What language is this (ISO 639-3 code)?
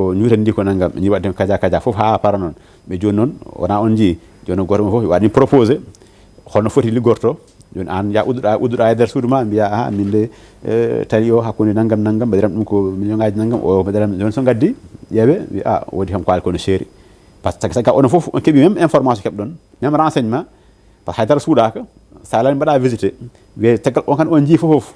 ful